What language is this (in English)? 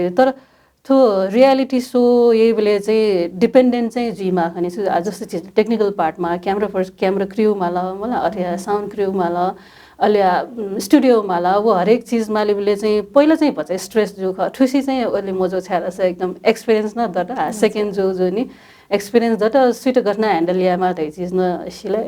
Newari